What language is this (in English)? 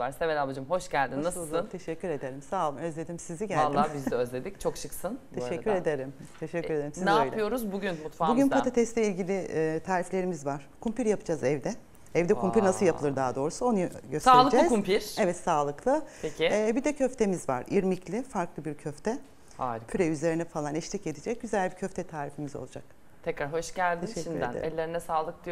Turkish